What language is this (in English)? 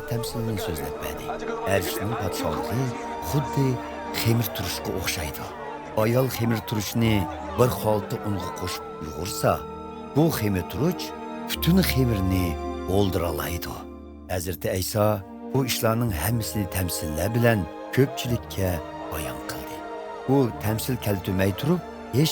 Uyghur